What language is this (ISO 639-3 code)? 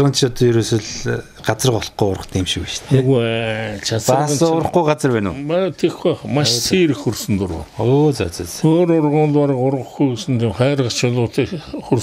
mon